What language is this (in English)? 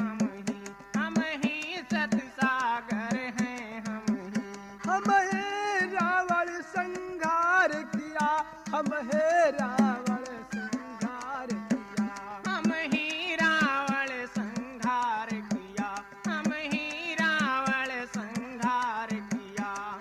Bhojpuri